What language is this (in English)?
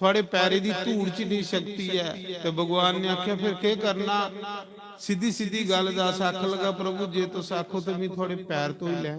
Dogri